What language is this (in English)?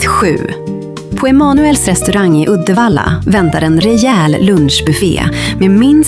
Swedish